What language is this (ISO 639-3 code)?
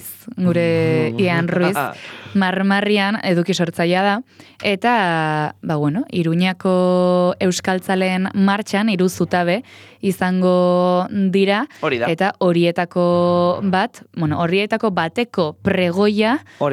eus